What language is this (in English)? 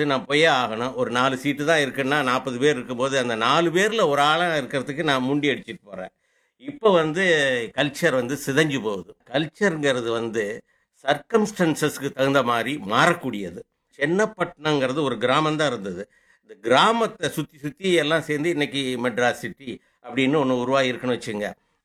Tamil